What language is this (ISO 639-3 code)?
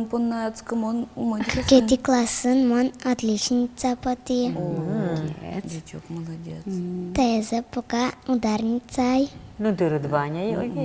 udm